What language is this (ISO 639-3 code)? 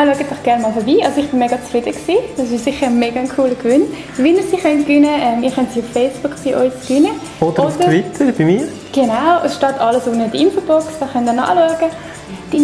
gsw